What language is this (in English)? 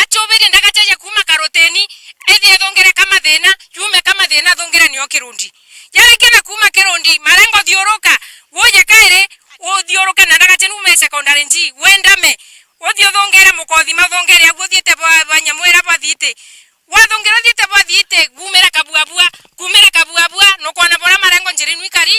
Meru